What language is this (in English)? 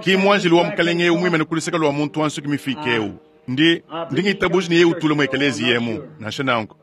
Luba-Lulua